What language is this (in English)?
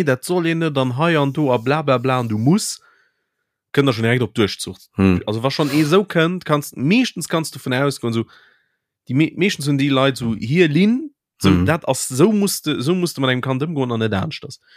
Luxembourgish